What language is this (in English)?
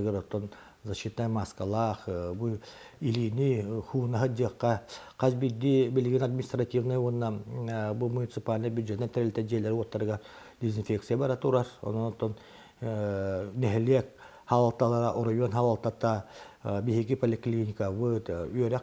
Yakut